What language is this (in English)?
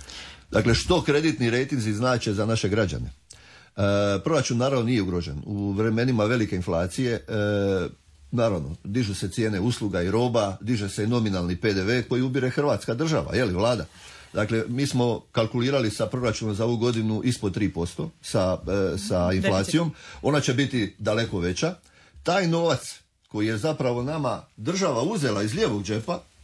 Croatian